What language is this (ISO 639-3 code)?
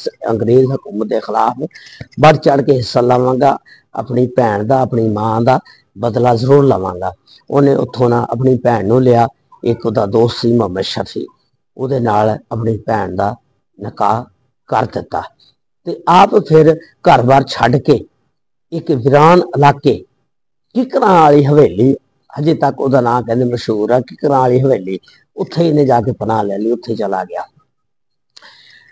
pan